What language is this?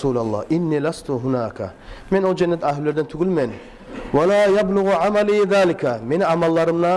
Kumyk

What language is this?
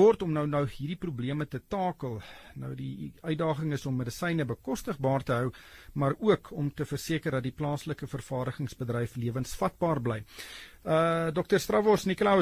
Afrikaans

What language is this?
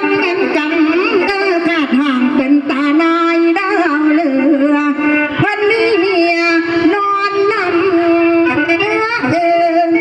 Northeastern Thai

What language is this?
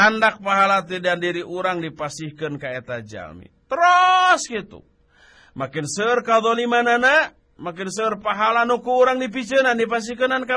Sundanese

